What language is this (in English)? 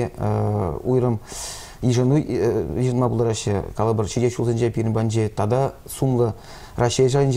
Chuvash